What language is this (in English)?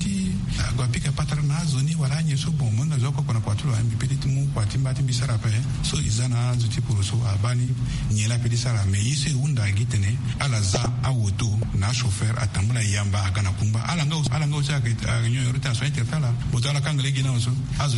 Sango